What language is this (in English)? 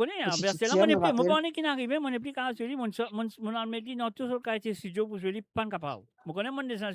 Morisyen